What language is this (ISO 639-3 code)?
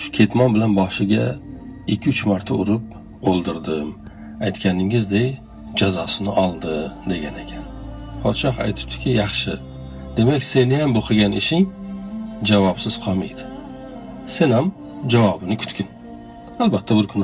uzb